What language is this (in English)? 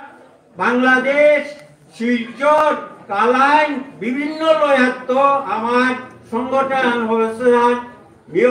Bishnupriya